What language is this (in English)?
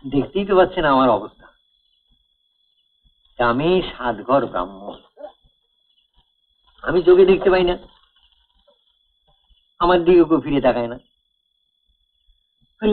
Bangla